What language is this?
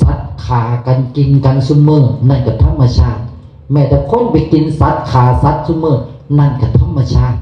Northeastern Thai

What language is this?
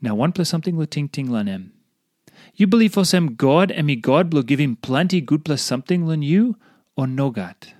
Tok Pisin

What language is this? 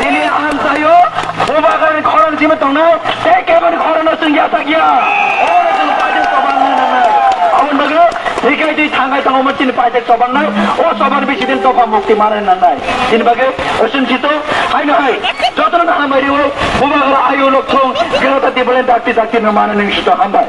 Kok Borok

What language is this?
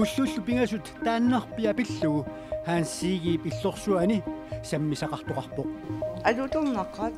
Kalaallisut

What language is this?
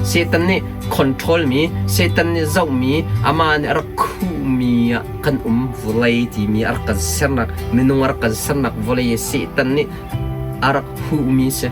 Hakha Chin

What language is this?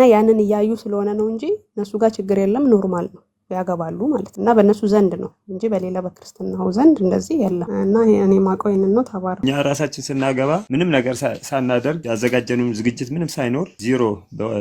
Amharic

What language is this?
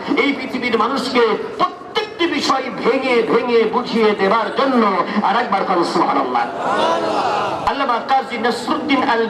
Bangla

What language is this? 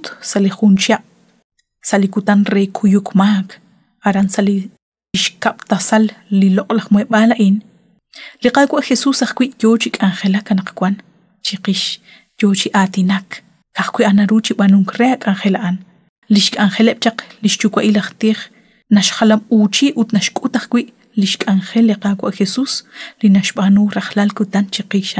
Kekchí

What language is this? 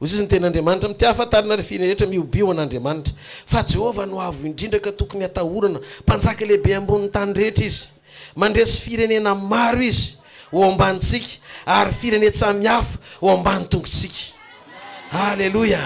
Malagasy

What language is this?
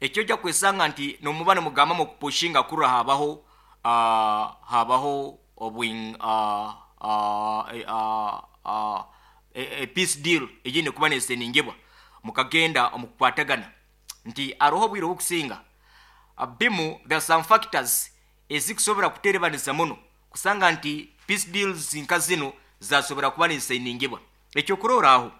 Nyoro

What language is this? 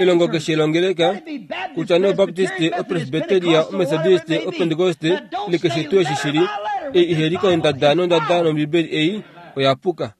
Kuanyama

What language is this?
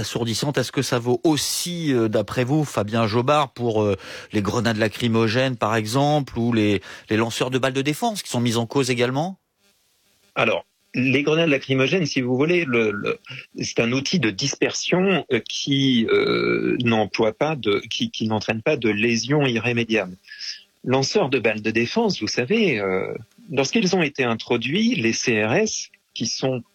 French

